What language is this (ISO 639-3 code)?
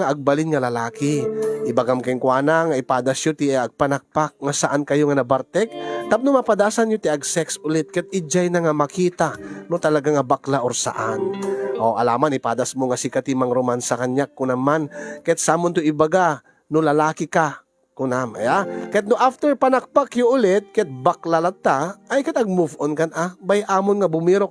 ilo